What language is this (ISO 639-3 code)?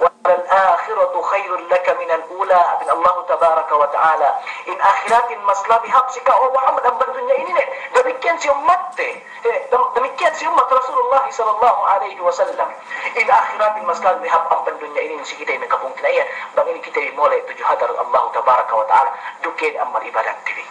yka